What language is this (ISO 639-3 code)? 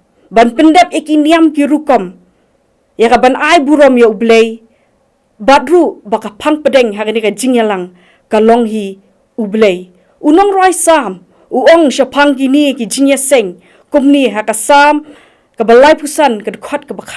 kha